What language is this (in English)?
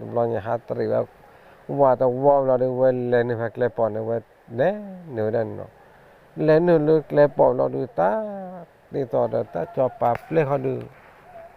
S'gaw Karen